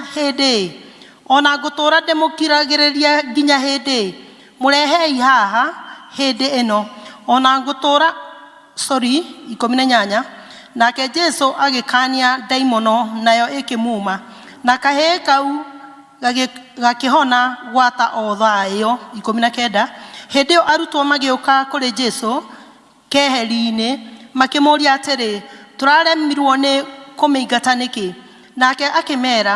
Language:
Kikuyu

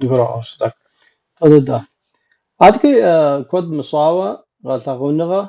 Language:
Kabardian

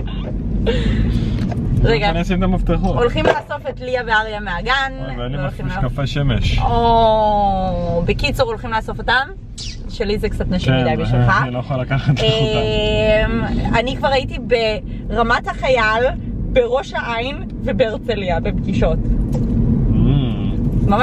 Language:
Hebrew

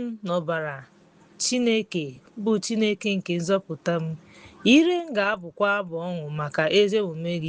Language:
Igbo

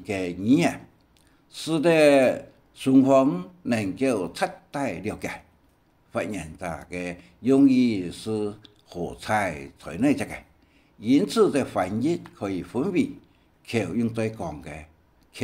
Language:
Hakka Chinese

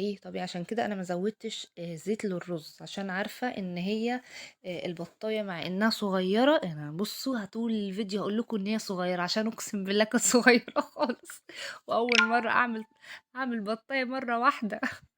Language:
Egyptian Arabic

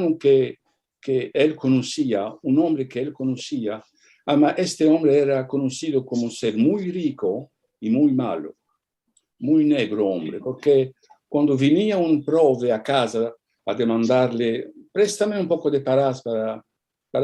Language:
Ladino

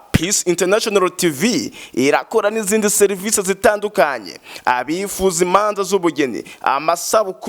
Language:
Rundi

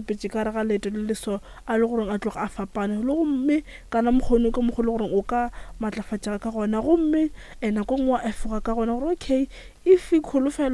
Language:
Northern Sotho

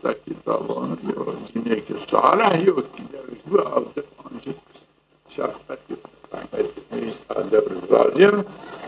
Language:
Zaza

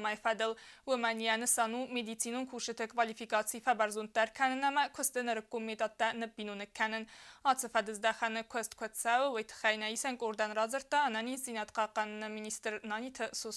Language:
Ossetic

